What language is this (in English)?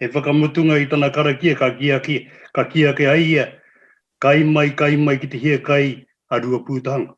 Māori